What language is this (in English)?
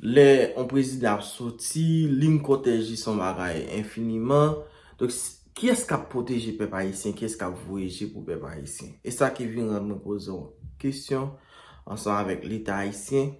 Haitian Creole